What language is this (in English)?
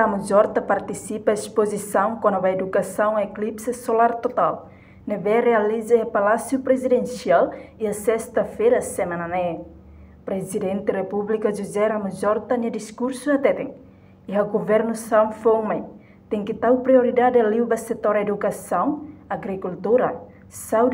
Tetum